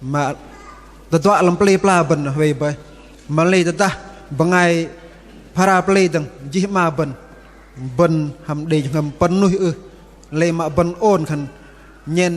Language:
Bahnar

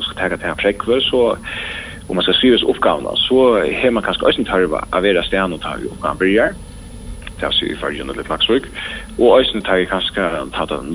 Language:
Faroese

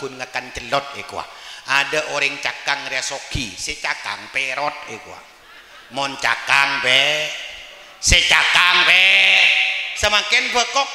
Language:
Madurese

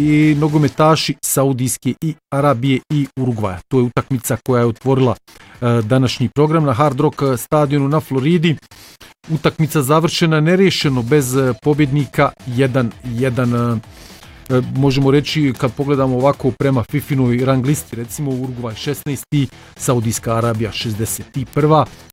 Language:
Croatian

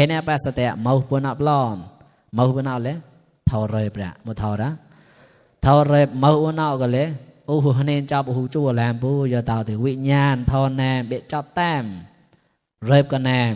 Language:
Mon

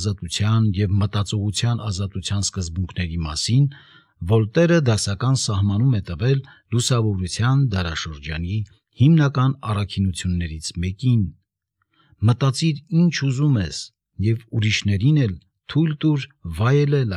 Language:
Armenian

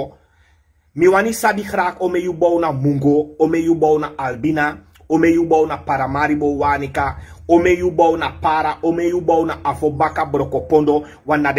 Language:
Sranan Tongo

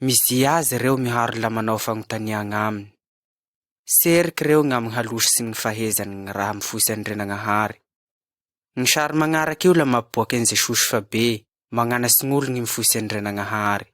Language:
Malagasy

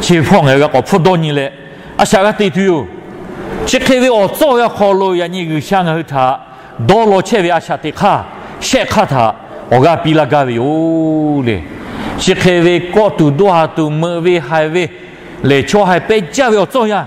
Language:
Lahu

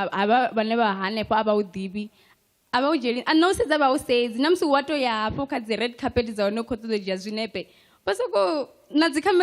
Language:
Venda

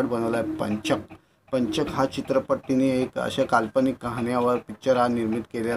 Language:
Marathi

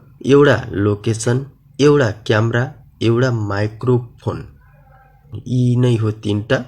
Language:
Nepali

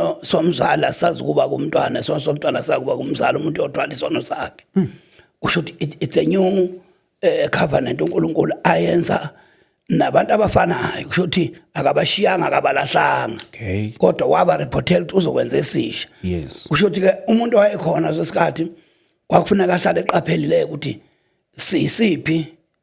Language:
Zulu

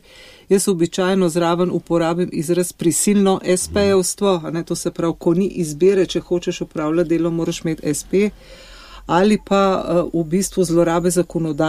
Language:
Slovenian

